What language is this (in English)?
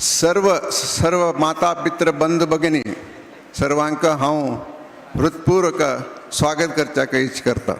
Konkani